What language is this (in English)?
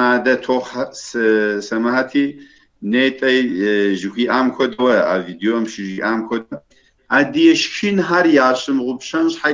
Kabardian